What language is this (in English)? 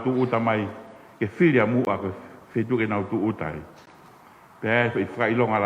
Tongan